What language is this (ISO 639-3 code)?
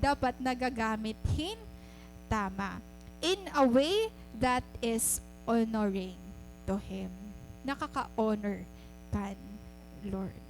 war